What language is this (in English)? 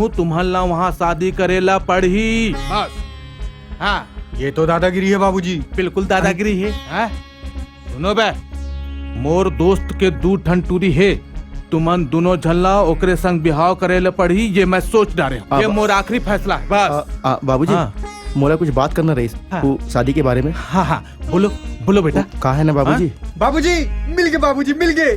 Chhattisgarhi